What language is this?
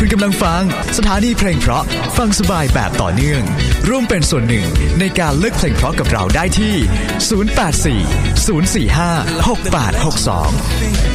Thai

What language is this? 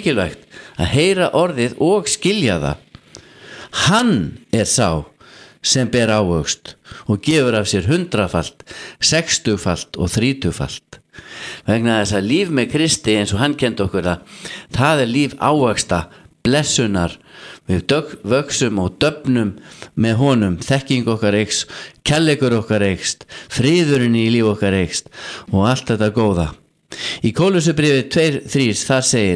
Icelandic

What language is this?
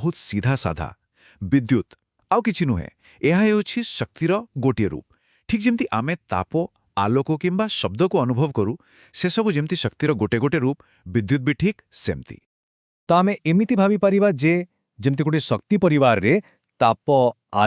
Odia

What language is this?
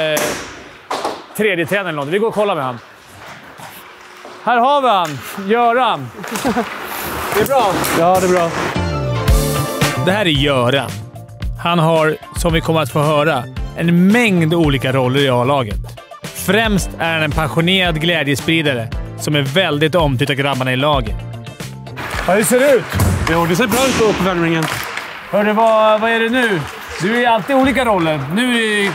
Swedish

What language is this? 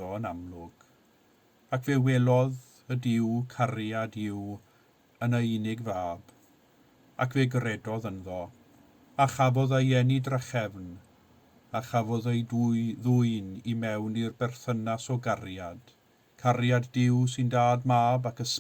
Welsh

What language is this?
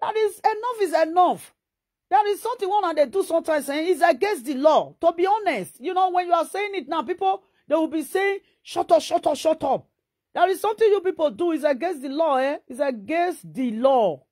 Nigerian Pidgin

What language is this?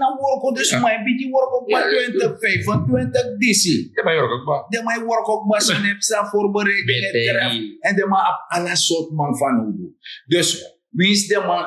Sranan Tongo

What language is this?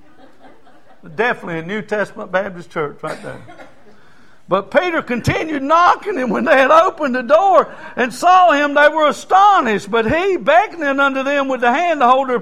English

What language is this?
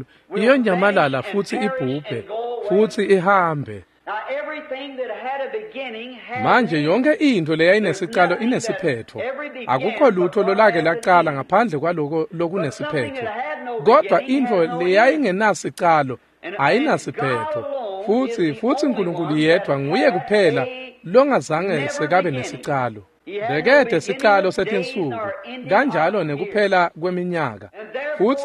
Swati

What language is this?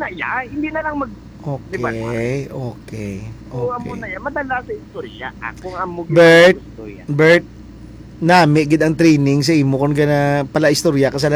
Hiligaynon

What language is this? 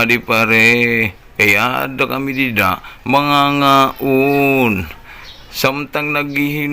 Waray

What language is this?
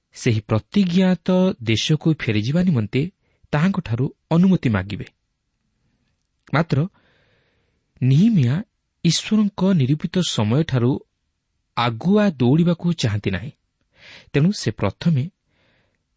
Odia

